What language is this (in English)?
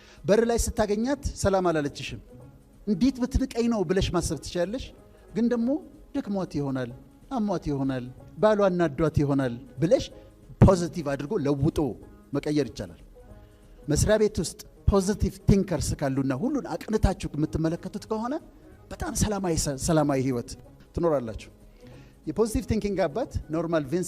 Amharic